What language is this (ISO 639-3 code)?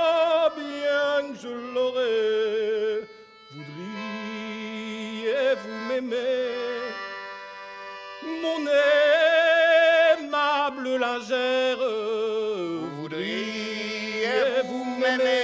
fra